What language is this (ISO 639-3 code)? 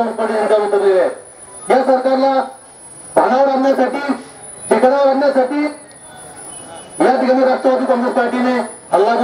mar